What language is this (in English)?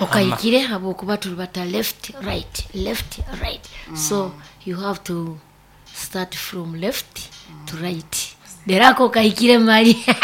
Nyankole